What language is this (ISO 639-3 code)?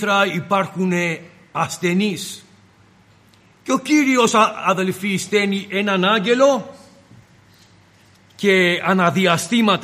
ell